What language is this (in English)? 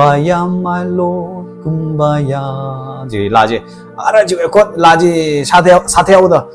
Tangkhul Naga (India)